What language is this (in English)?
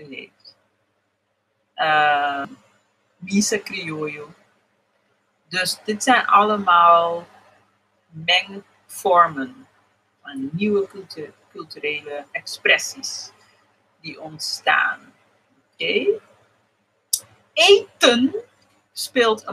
Dutch